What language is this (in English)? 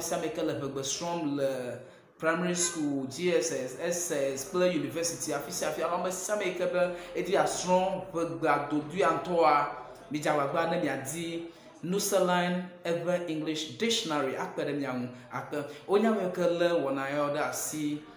Ewe